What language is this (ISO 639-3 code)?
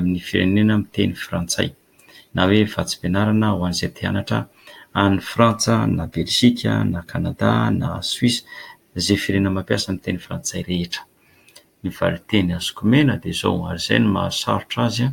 mlg